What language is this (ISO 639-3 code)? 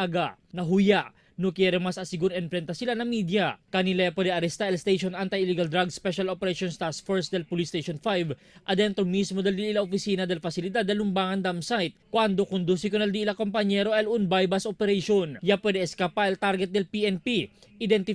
cbk